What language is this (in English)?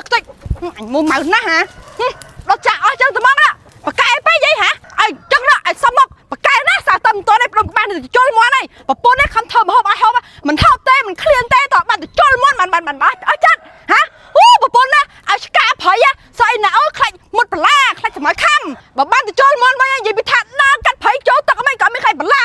Khmer